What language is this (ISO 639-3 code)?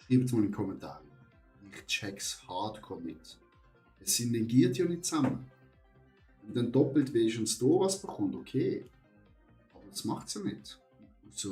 gsw